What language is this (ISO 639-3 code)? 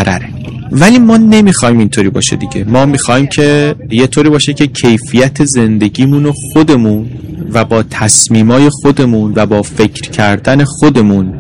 fas